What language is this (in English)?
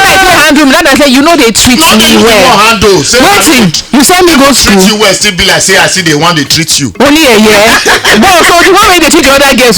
Nigerian Pidgin